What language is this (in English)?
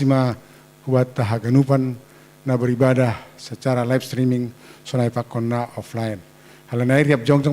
Batak Simalungun